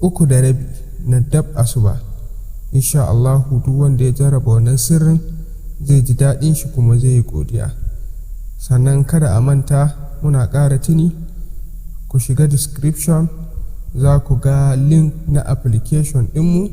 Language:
Hausa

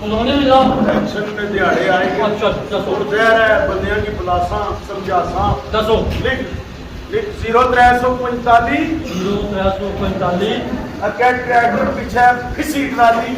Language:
Pahari-Potwari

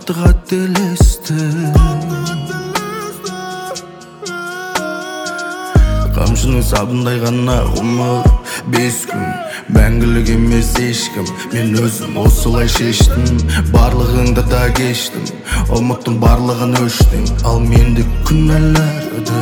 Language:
Kazakh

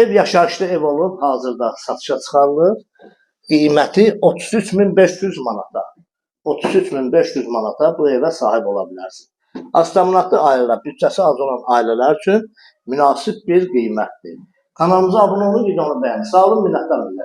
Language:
Azerbaijani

